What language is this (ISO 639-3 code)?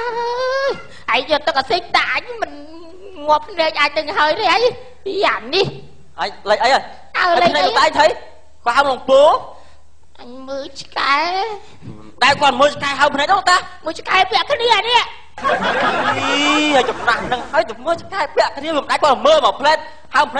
khm